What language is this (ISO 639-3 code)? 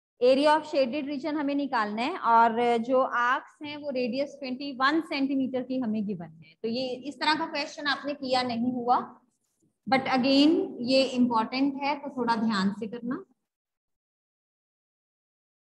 hin